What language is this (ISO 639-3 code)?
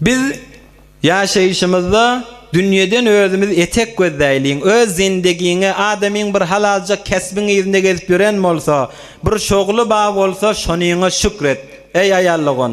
tuk